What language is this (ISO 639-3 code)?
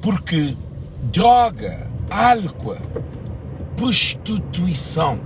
kea